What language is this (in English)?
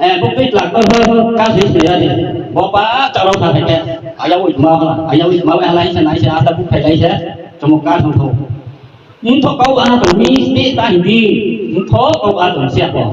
Riang (India)